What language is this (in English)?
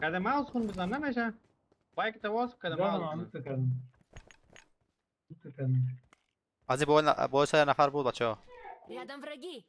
Persian